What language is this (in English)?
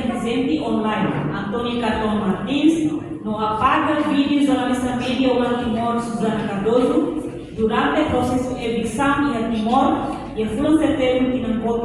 Tetum